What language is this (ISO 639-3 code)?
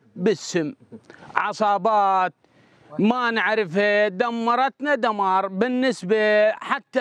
acm